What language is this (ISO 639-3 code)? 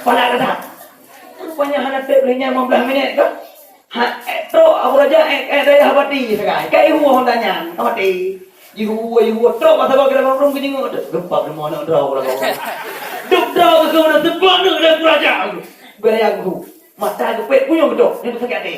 ace